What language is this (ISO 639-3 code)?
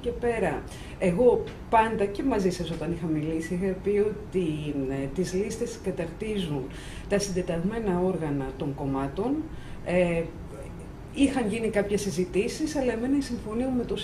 ell